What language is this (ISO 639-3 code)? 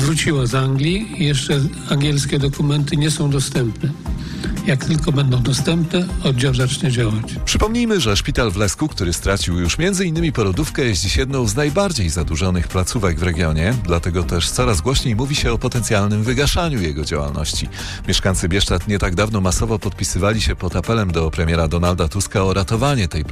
pol